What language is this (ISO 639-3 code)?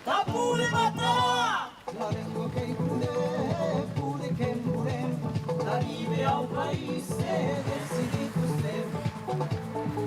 oci